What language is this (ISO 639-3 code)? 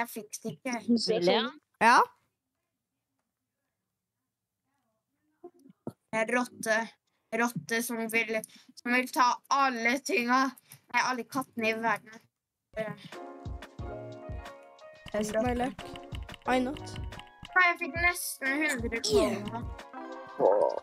nor